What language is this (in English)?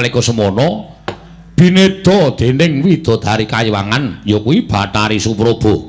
Javanese